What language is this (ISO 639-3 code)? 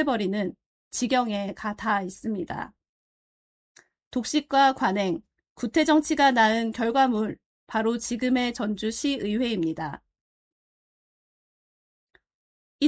kor